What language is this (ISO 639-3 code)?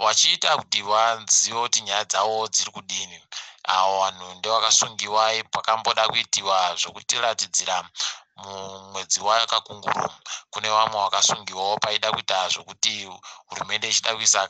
ndc